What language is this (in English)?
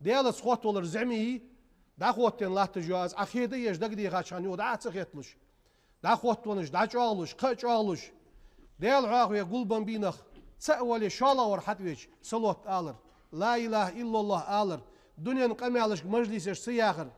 Ingush